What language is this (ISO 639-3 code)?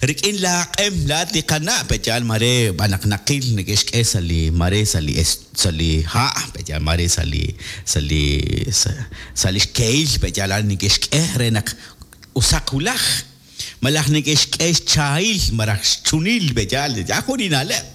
kek